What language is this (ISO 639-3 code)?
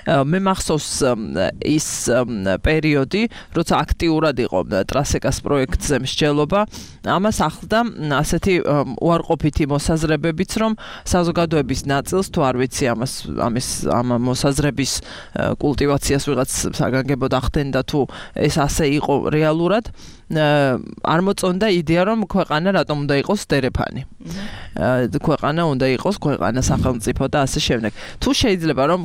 kat